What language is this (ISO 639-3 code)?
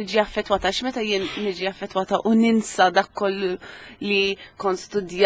mlt